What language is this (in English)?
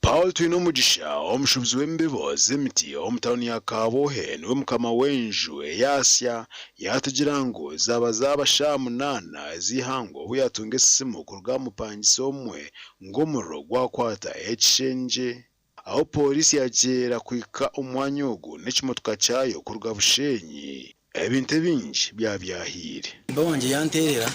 Nyankole